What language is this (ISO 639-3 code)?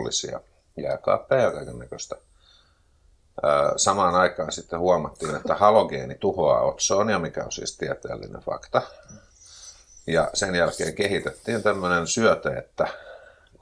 fin